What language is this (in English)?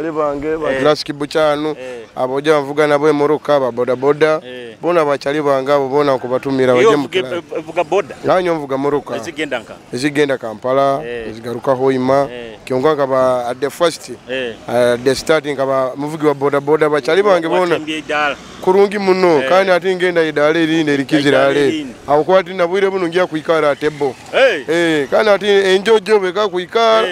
Nyoro